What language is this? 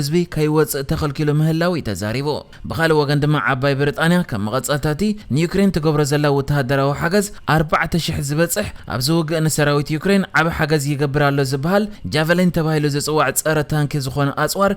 Tigrinya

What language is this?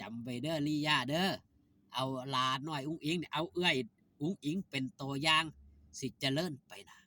Northeastern Thai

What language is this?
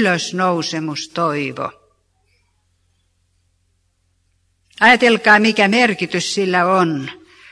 Finnish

